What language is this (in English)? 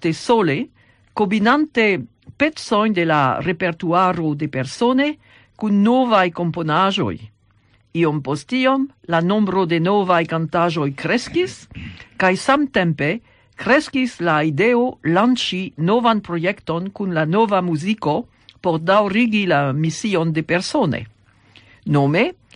Esperanto